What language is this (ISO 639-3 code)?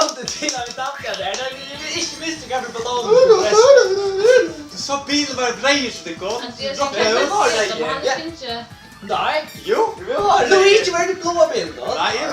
fao